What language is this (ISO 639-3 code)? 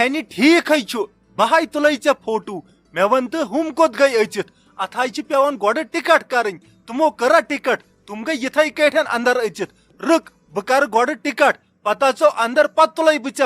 kas